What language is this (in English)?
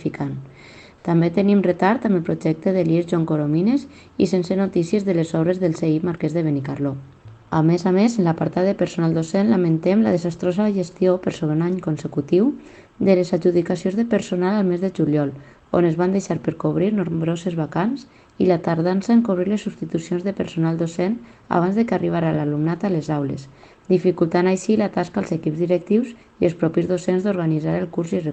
Catalan